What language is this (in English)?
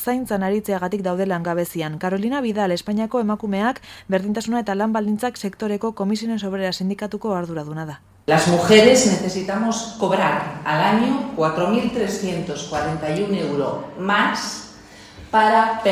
Basque